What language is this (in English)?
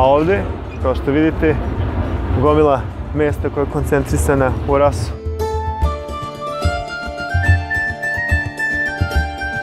Serbian